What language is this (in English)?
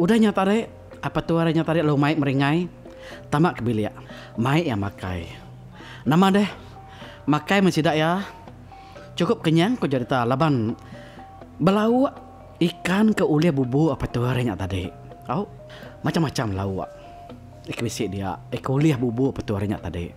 Iban